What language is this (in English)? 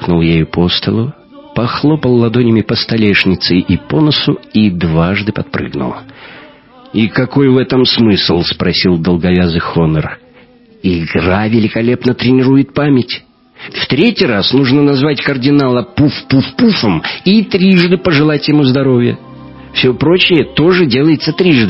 Russian